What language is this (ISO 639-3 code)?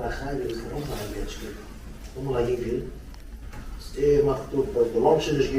yid